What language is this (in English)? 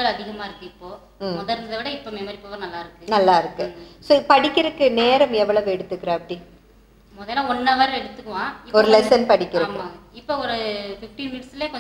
Tamil